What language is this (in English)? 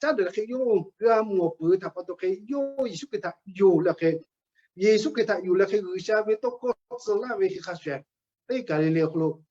Lahu